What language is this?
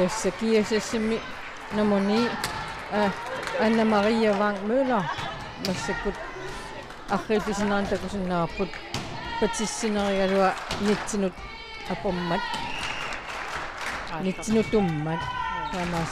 Kalaallisut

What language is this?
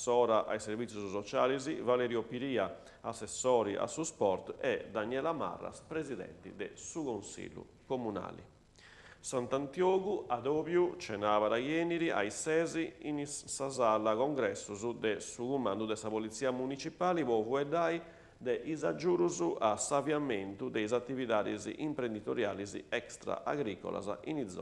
Sardinian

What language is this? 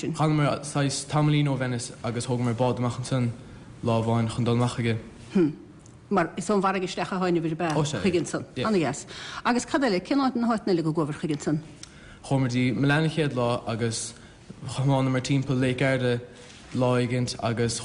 Irish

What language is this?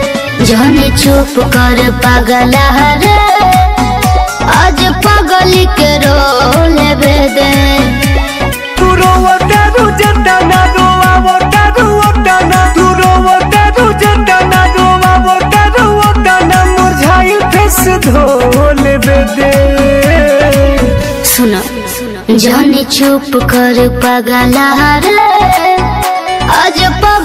Bhojpuri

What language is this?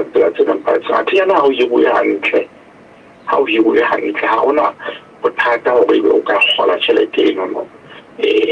Southern Sotho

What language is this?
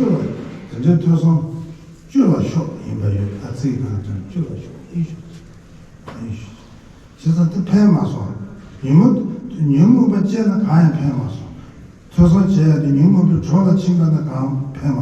Tibetan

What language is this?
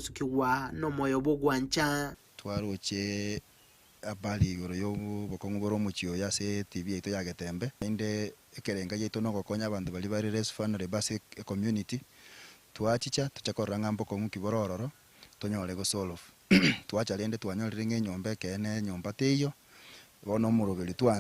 Gusii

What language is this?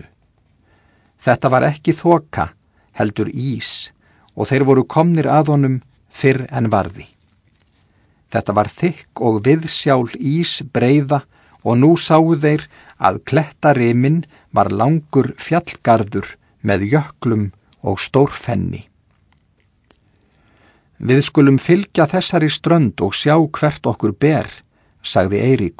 Icelandic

